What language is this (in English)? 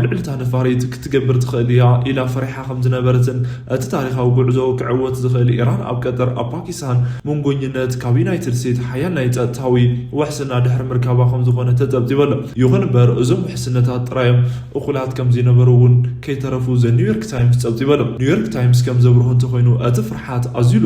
Tigrinya